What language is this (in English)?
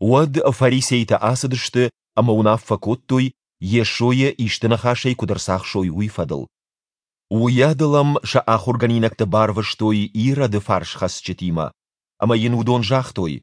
Ossetic